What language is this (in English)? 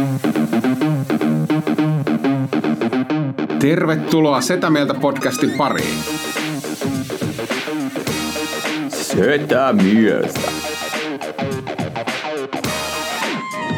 Finnish